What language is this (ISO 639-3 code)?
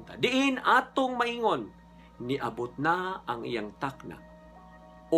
ceb